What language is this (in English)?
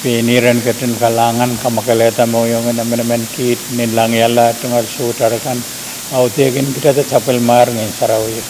Pohnpeian